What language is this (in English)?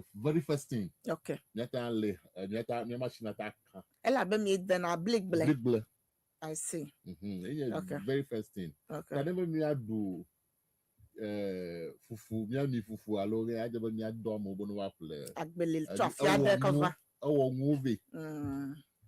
Ewe